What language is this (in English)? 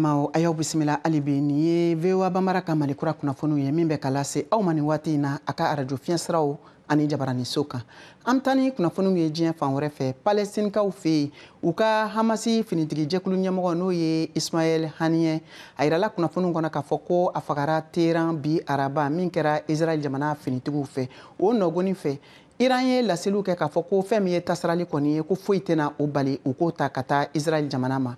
Bambara